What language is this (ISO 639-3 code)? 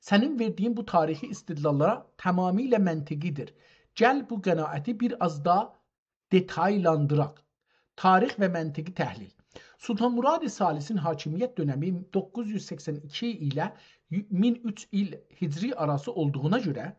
azb